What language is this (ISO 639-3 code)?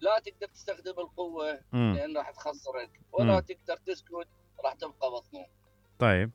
acm